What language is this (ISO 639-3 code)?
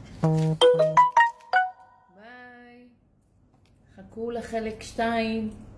heb